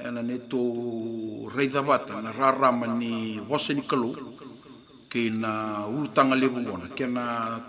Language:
Fijian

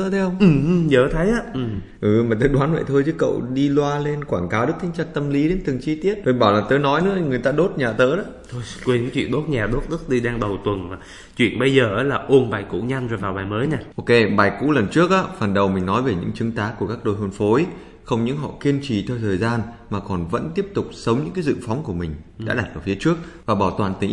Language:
Vietnamese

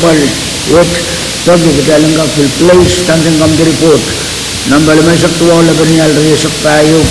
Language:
Pohnpeian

